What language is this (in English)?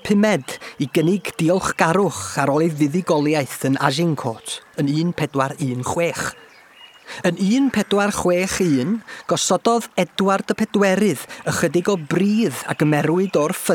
Welsh